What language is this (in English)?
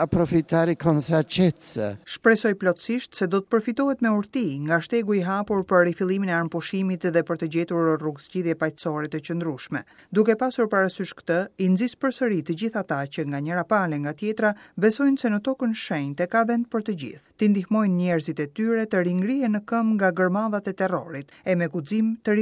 Albanian